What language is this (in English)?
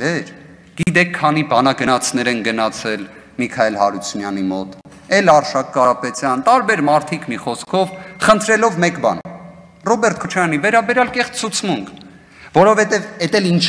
Armenian